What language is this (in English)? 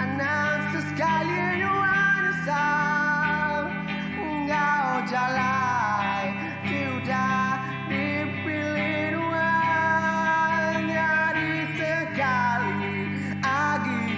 Iban